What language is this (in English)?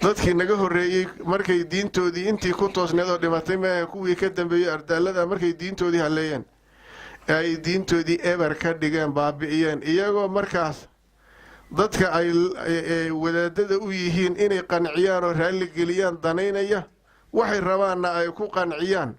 Somali